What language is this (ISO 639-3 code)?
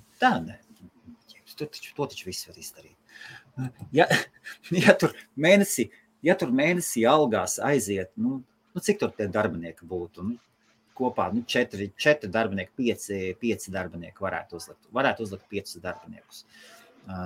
lav